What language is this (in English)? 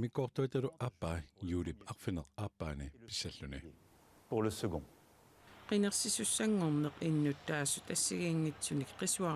Kalaallisut